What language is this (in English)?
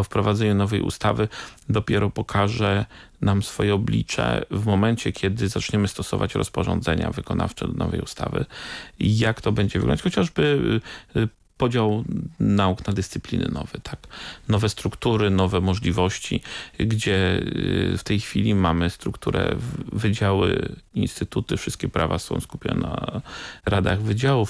Polish